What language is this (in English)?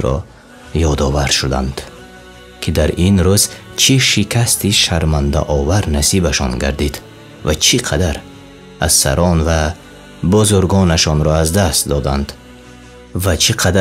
Tajik